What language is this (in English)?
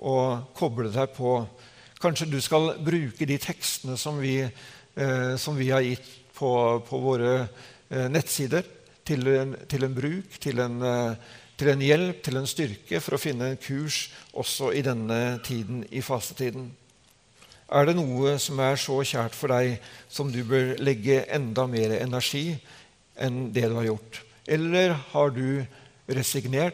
Norwegian